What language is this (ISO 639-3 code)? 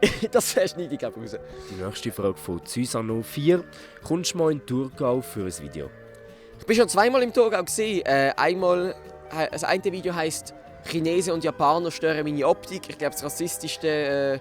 gsw